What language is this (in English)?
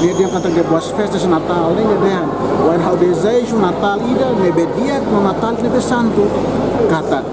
Tetum